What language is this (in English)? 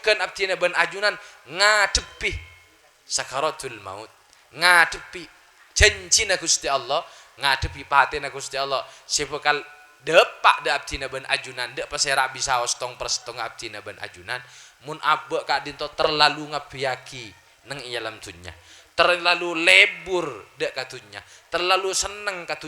Madurese